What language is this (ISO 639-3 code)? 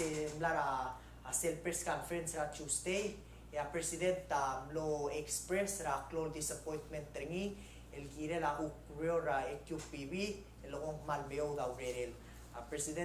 pau